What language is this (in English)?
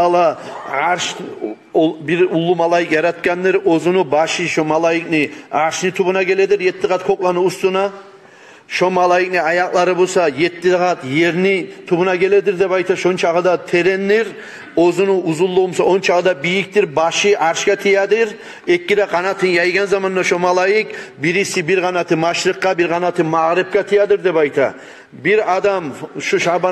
Kumyk